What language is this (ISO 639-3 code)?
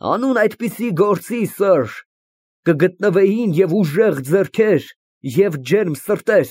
hye